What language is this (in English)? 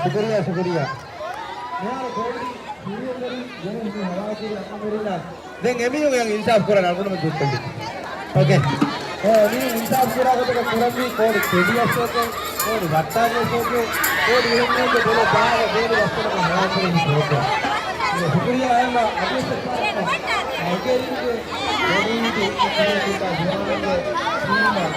Divehi